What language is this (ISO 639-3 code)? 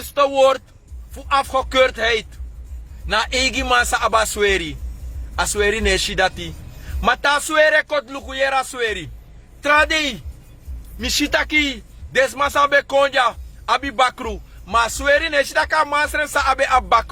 srn